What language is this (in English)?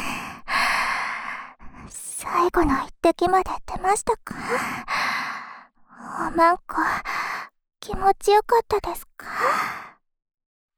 Japanese